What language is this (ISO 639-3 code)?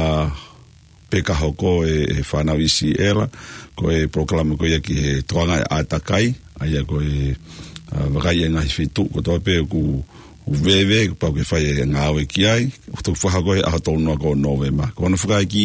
ton